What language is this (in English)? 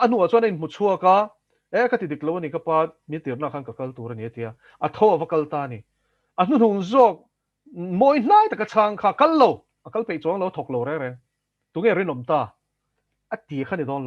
Mizo